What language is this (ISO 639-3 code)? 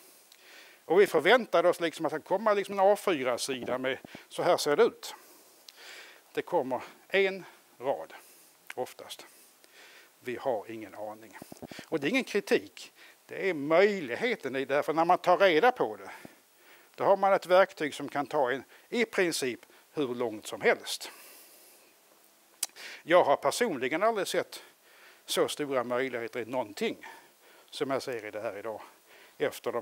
swe